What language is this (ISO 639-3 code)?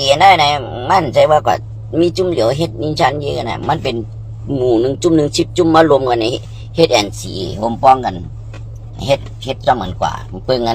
shn